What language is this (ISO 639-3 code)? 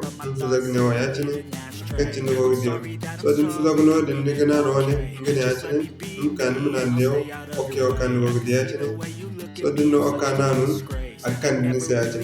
dje